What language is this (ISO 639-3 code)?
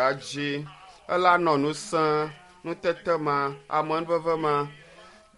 ewe